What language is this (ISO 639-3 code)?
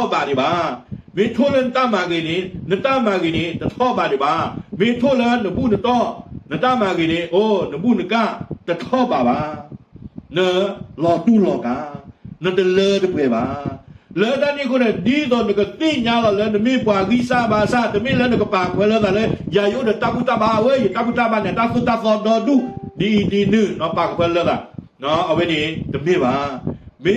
ksw